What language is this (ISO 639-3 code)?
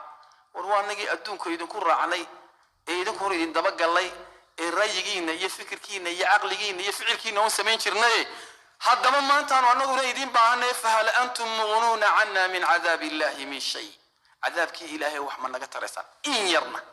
som